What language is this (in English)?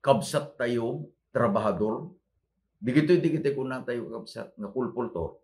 Iloko